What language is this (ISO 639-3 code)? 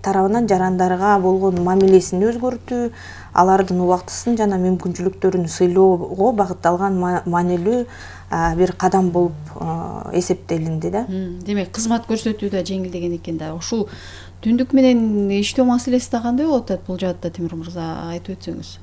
kir